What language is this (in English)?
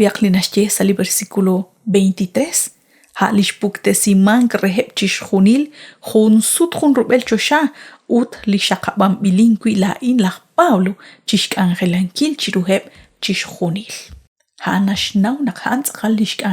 Kekchí